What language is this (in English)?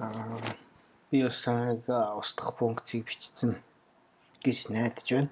Mongolian